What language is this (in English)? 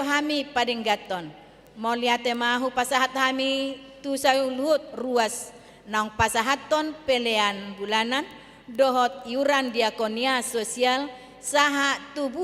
Batak Toba